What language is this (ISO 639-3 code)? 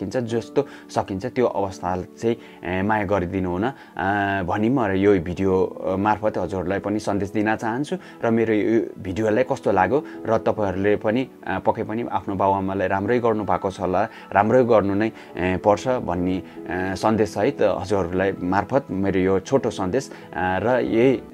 nep